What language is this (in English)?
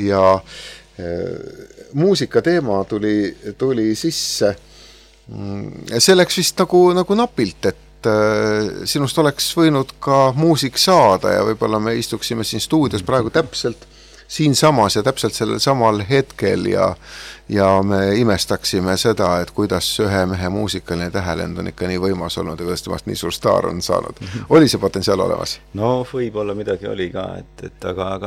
Estonian